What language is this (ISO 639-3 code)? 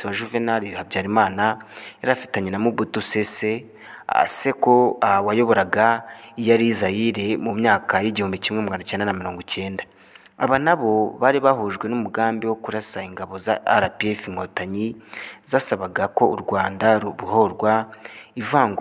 kin